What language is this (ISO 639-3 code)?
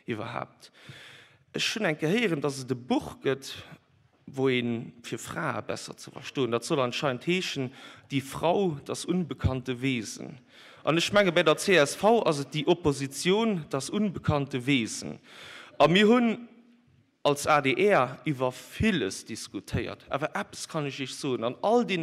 ltz